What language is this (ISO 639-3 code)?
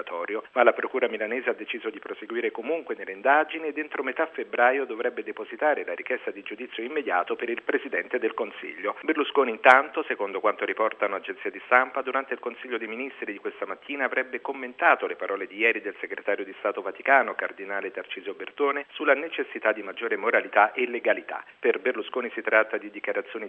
ita